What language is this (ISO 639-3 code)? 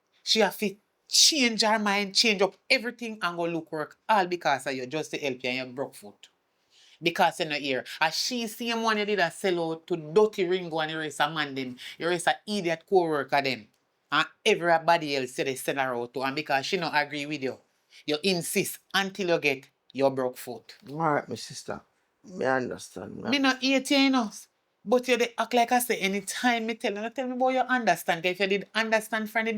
jam